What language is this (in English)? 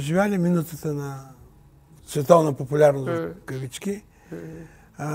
Bulgarian